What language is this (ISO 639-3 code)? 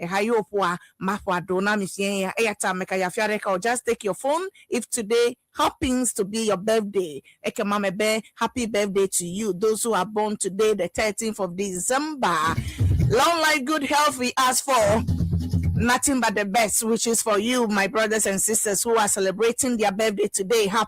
ewe